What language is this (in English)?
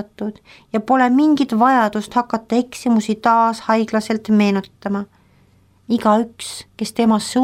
Estonian